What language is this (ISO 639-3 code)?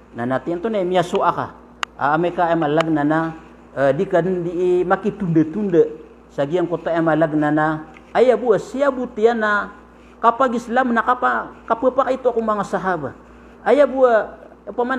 mrw